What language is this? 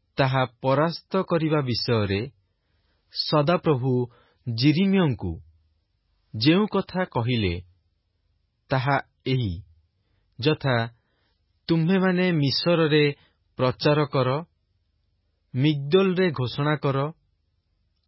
Odia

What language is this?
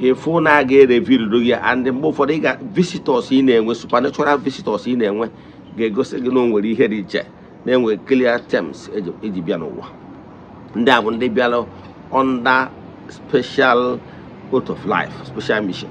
Igbo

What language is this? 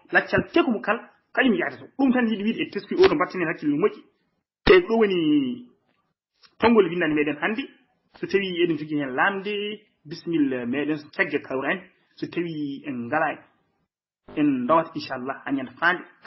Fula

